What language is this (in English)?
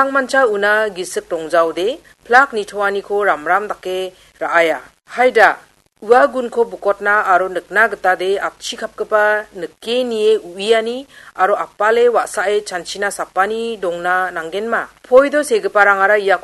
Garo